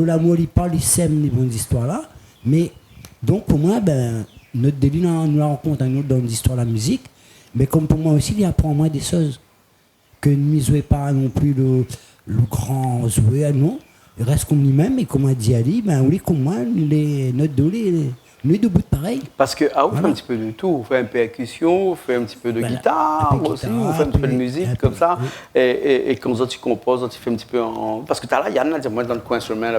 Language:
Réunion Creole French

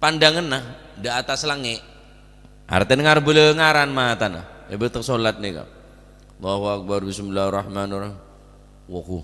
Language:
Madurese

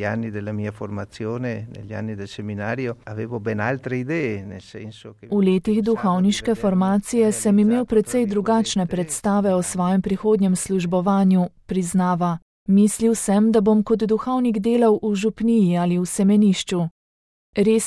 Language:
Slovenian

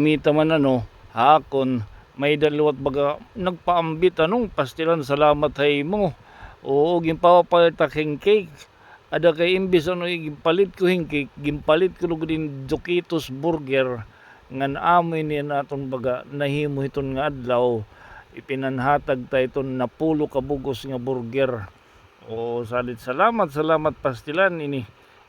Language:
Waray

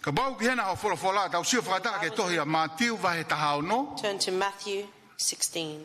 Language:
Tongan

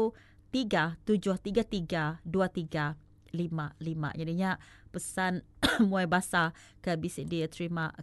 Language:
Iban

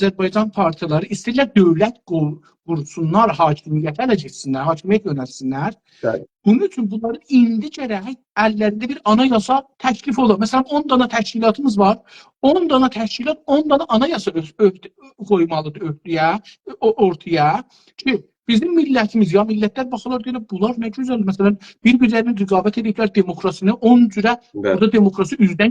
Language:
South Azerbaijani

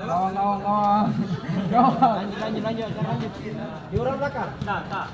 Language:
Ambonese Malay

